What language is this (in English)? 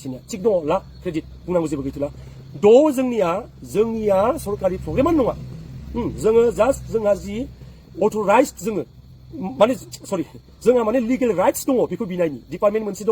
Bodo